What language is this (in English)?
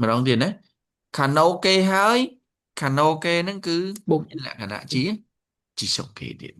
Khmer